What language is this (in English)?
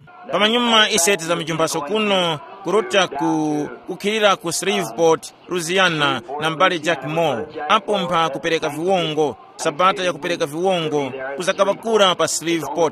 Tumbuka